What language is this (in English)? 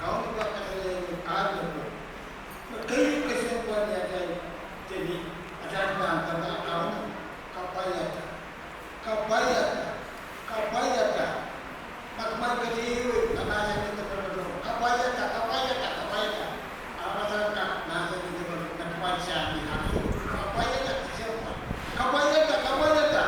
Pohnpeian